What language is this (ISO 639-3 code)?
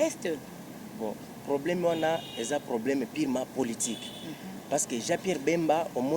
lin